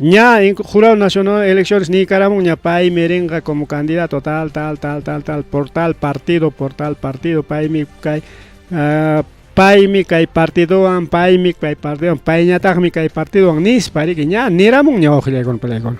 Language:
Ayacucho Quechua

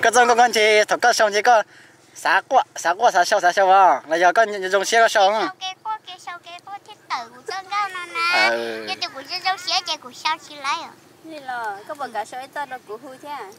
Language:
Hmong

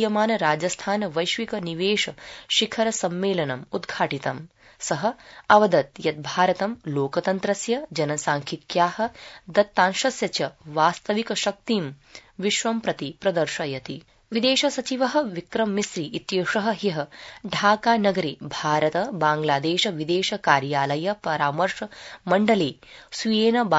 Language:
Sanskrit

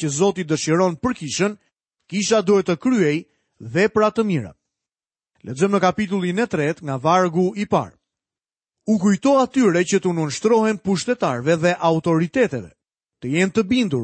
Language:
Albanian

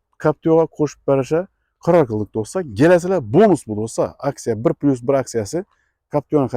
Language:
Uzbek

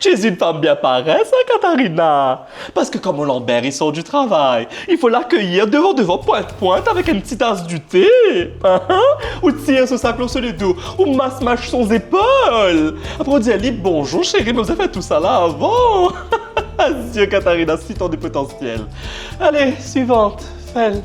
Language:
Morisyen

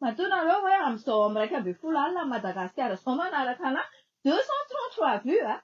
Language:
Malagasy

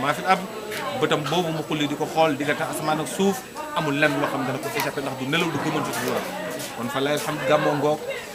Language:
Wolof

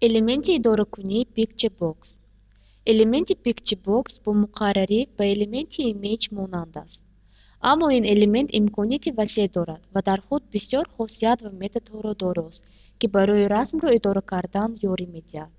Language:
Tajik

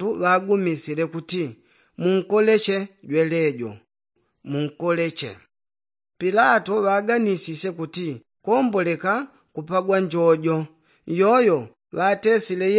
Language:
Yao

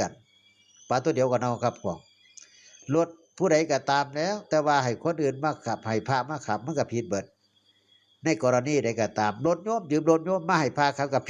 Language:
Northeastern Thai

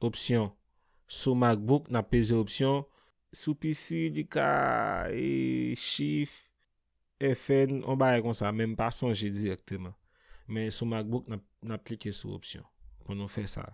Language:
Haitian Creole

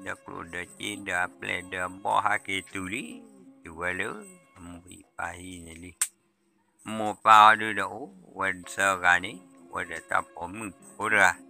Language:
S'gaw Karen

